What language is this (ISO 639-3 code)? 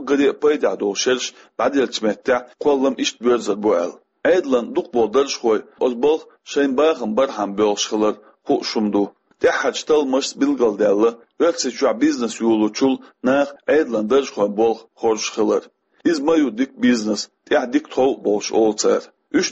che